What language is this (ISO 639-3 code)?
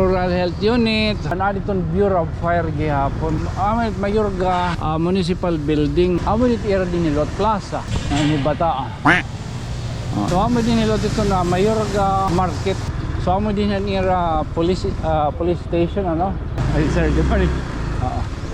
war